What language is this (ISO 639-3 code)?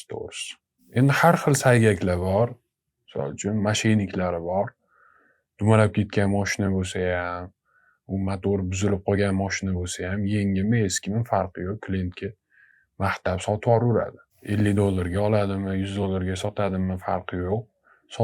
uzb